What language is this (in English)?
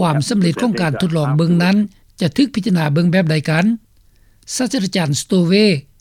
Lao